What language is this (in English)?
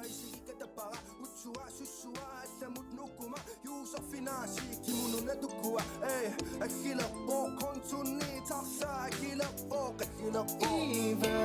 Inuktitut